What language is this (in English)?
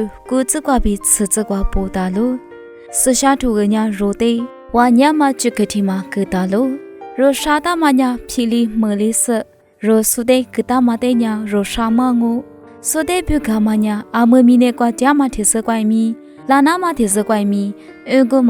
Lisu